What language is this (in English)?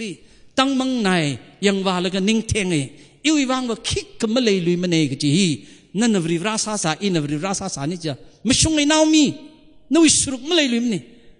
Tangkhul Naga (India)